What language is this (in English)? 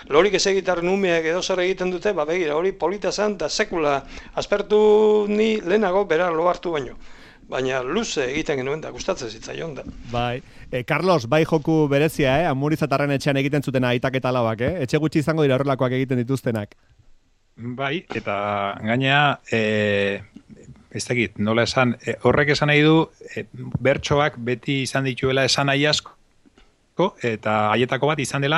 Basque